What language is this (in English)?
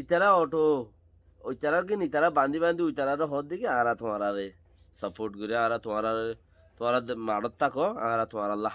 Rohingya